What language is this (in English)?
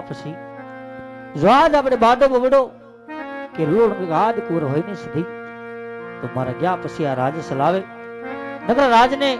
Gujarati